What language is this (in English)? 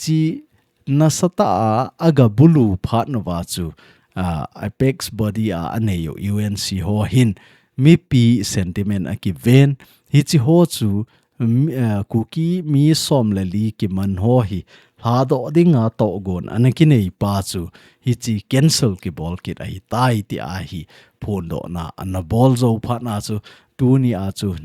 Thado Chin